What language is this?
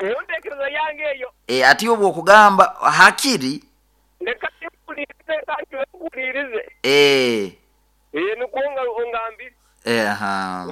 Nyoro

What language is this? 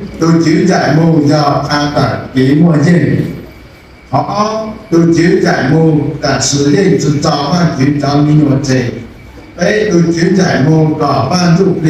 Hmong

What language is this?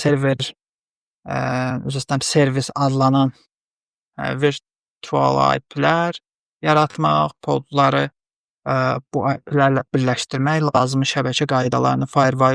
Azerbaijani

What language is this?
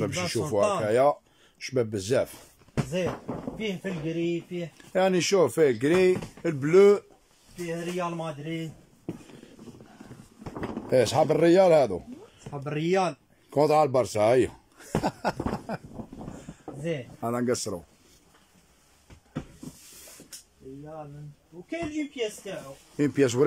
Algerian Arabic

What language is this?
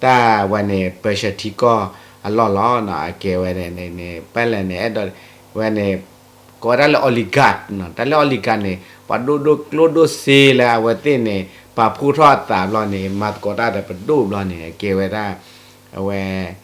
S'gaw Karen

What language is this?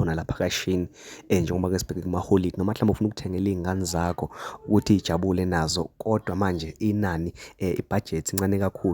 Zulu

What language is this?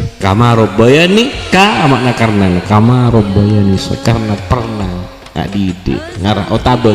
Madurese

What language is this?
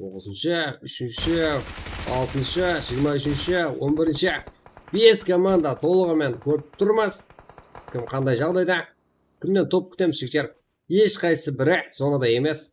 Kara-Kalpak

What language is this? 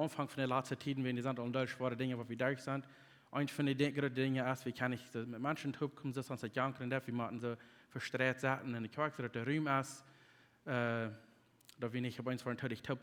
Plautdietsch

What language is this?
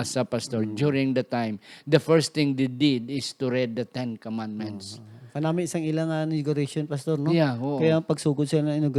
Hiligaynon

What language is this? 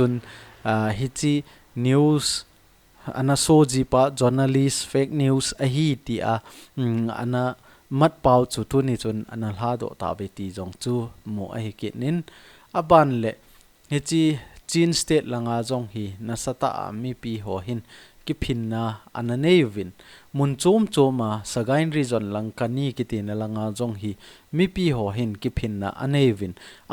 Thado Chin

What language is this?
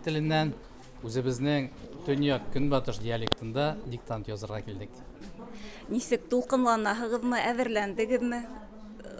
Bashkir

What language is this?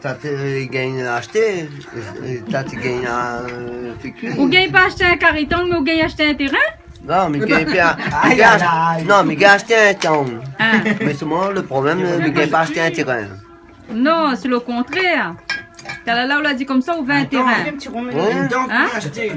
Réunion Creole French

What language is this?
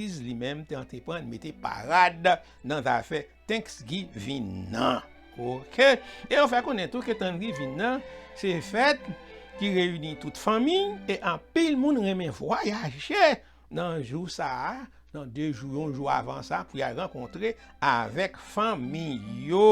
Haitian Creole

